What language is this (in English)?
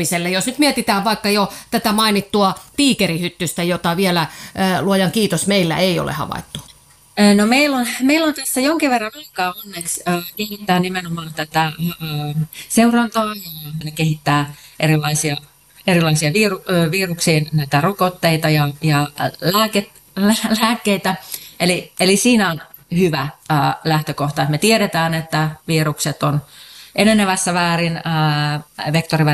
Finnish